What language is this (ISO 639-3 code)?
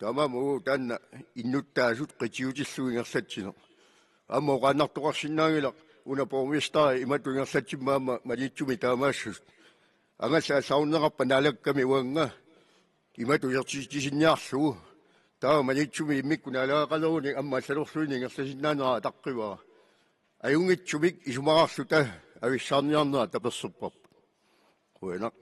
kal